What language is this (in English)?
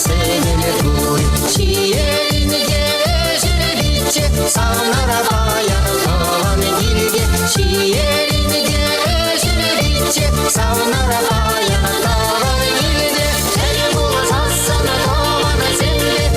Chuvash